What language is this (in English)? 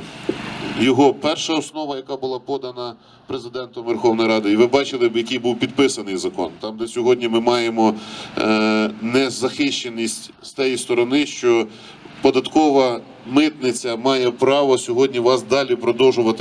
Ukrainian